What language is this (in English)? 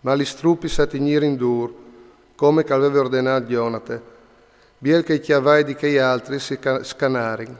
Friulian